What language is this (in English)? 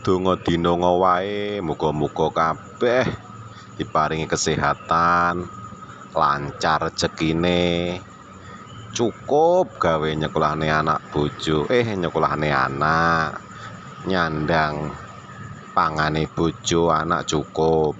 Javanese